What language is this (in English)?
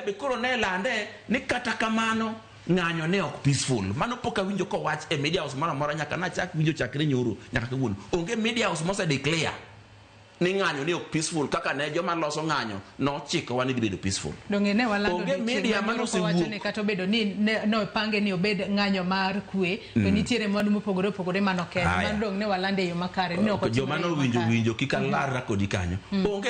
Luo (Kenya and Tanzania)